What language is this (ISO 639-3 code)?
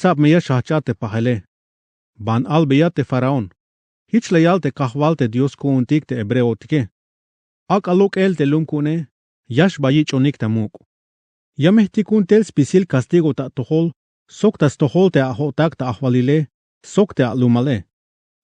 tzh